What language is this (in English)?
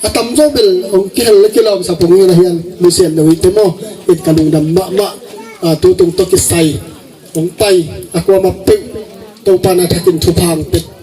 Tedim Chin